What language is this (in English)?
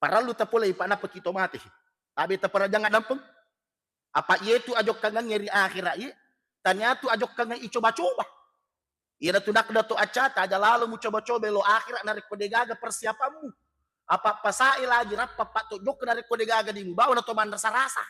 Buginese